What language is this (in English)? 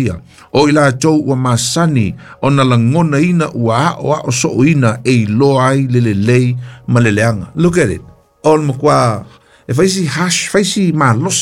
Samoan